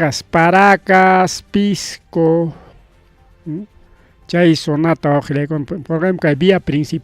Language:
Ayacucho Quechua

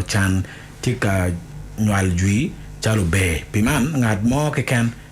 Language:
Acoli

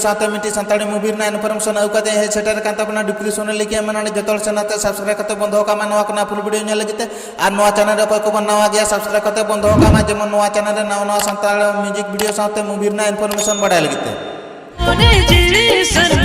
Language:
Santali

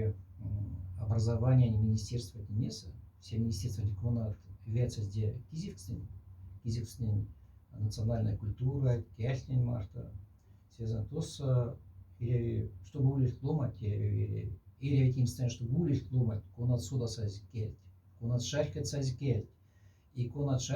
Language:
Moksha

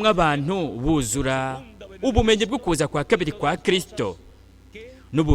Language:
Rundi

